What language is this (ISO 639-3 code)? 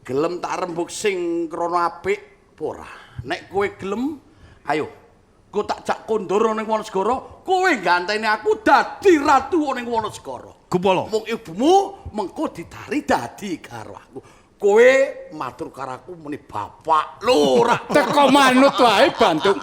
jav